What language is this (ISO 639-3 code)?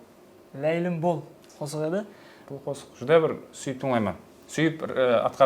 kaa